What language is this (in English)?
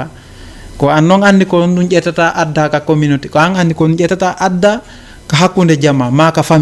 Fula